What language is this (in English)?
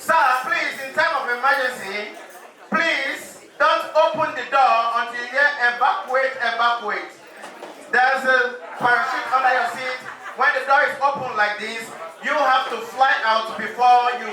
Nigerian Pidgin